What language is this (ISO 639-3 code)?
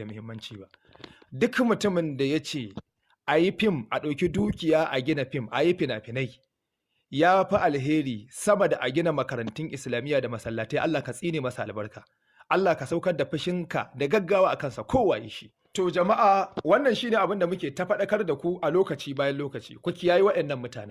hau